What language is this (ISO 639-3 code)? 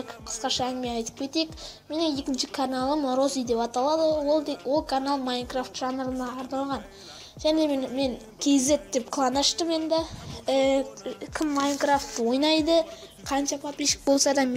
kaz